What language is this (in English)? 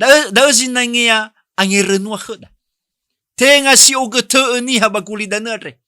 Nias